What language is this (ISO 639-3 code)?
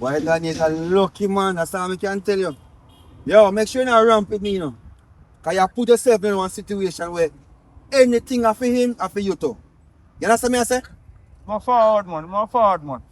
jam